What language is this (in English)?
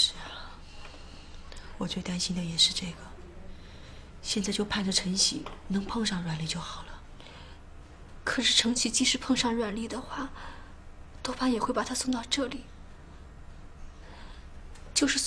Chinese